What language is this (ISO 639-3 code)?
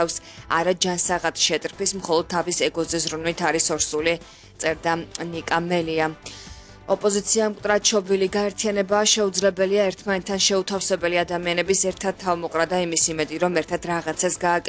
kat